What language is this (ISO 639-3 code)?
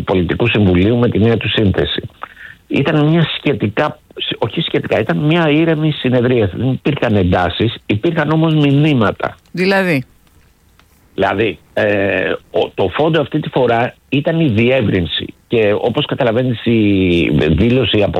ell